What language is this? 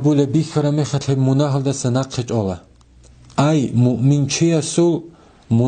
Avaric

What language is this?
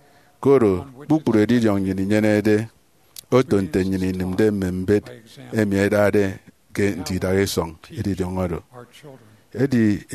Efik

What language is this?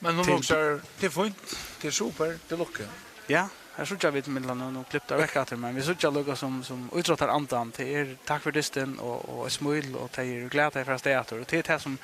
Faroese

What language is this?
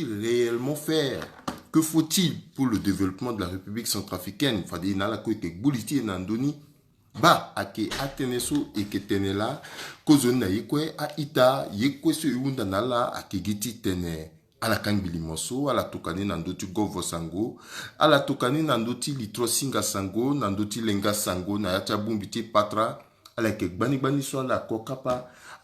Sango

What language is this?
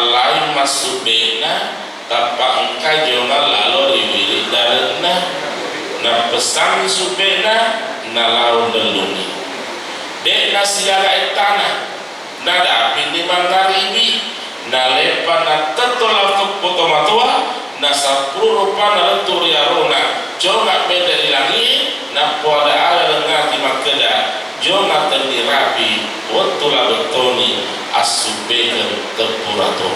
Buginese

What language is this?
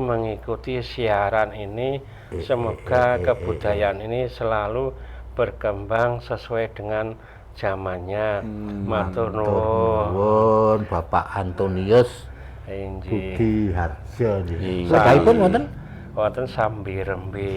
Javanese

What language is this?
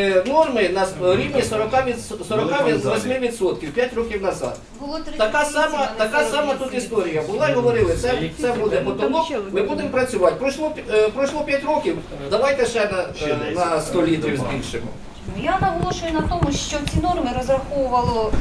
Ukrainian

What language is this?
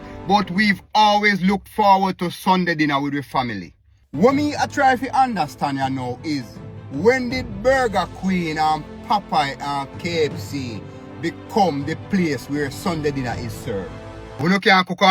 Jamaican Creole English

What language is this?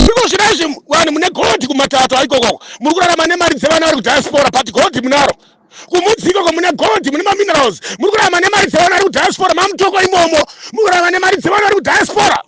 Shona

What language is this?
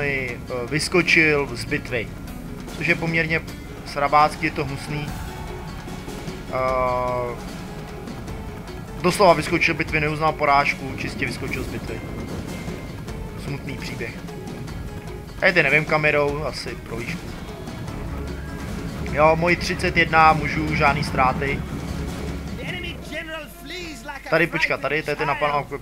Czech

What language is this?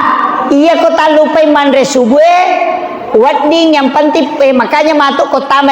Buginese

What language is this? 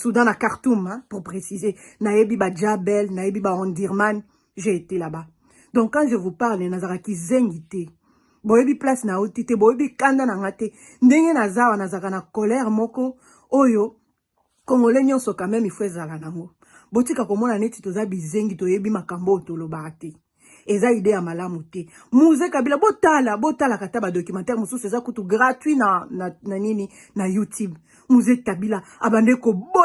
Lingala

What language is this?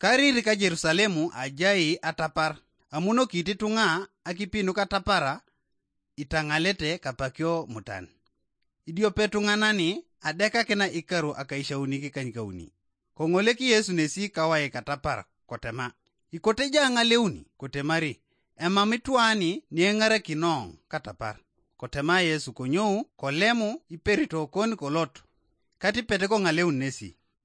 Teso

